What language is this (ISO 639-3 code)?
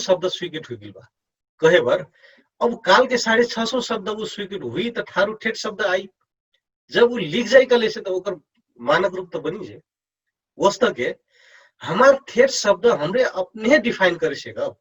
thl